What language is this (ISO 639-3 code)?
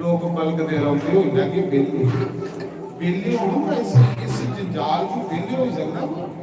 doi